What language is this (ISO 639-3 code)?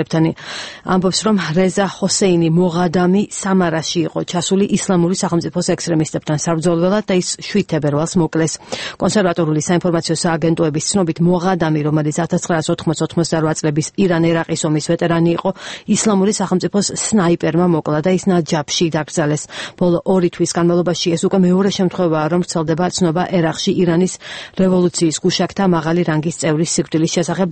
kat